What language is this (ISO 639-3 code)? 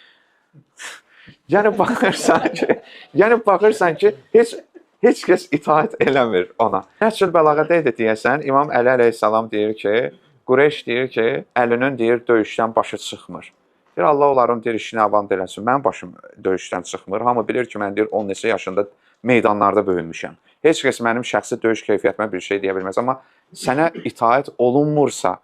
aze